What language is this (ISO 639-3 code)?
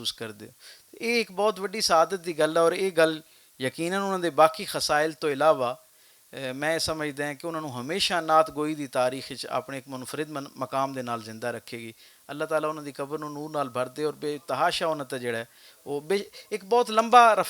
lah